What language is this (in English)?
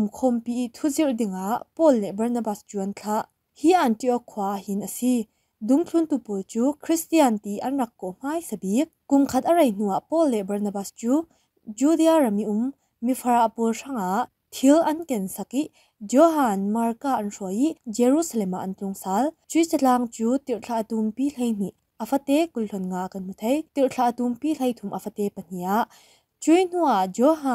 Falam Chin